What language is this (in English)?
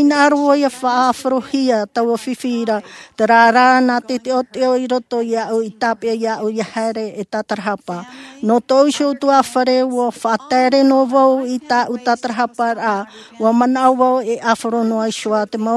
Tahitian